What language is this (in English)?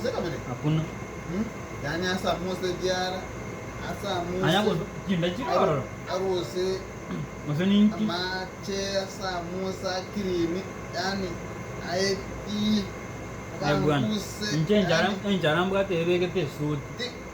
Gusii